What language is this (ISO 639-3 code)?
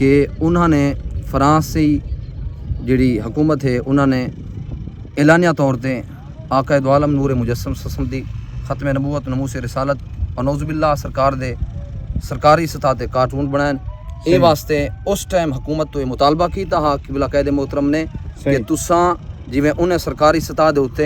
skr